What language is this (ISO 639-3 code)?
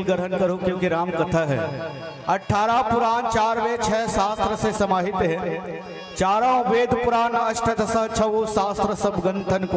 hne